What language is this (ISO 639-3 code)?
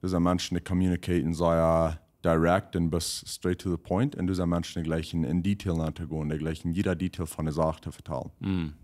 pdt